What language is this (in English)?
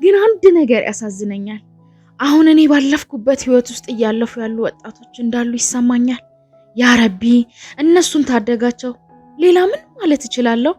Amharic